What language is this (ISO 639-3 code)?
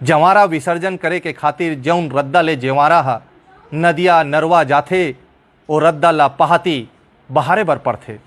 hne